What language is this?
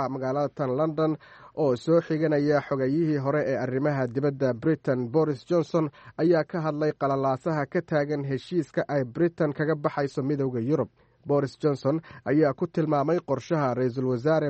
Somali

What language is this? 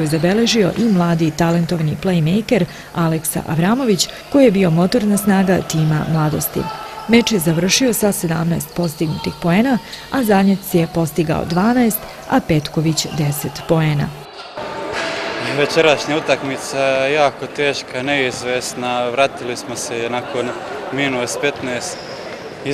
Serbian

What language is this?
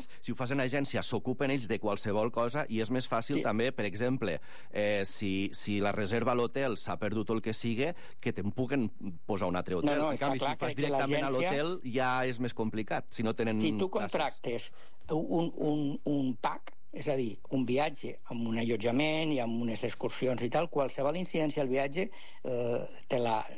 Catalan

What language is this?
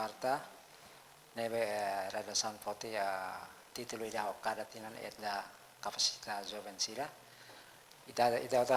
Tetum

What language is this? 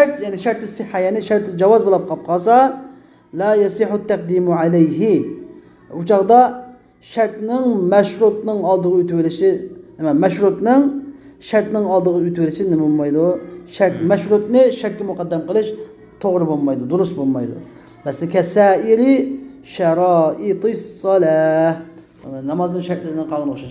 Uyghur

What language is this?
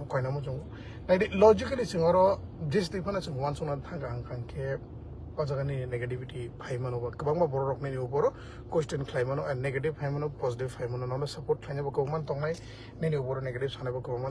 Kok Borok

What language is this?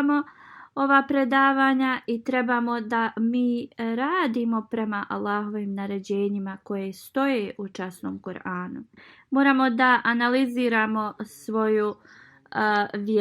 Bosnian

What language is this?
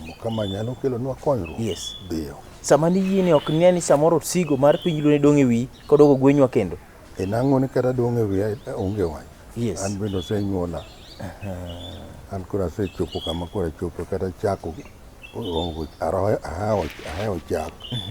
Luo (Kenya and Tanzania)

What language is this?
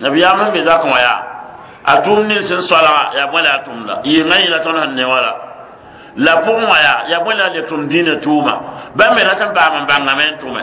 Mossi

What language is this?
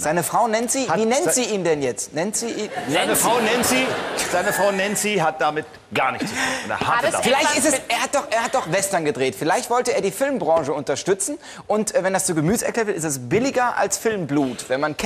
German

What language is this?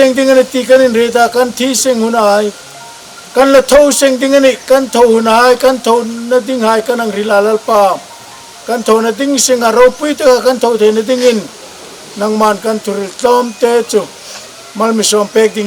Hmar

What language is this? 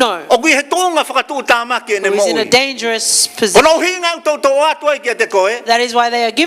Tongan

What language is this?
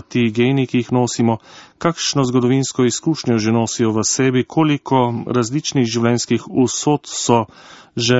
Slovenian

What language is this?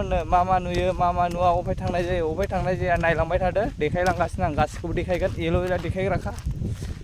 Bodo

